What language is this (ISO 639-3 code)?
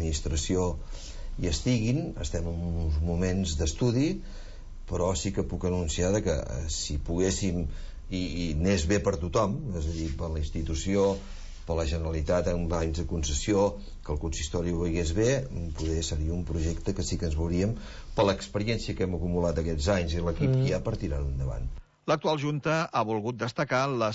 cat